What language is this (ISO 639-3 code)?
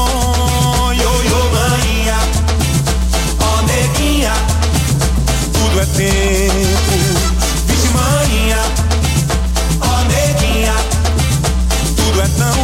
por